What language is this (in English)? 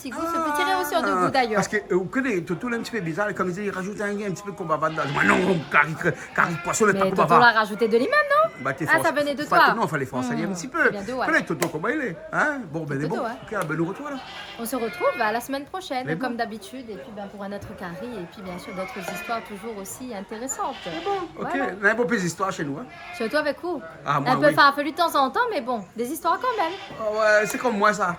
Réunion Creole French